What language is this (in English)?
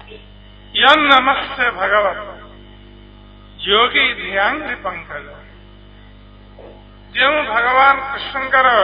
Odia